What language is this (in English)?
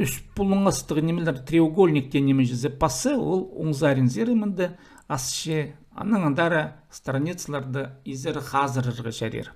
Khakas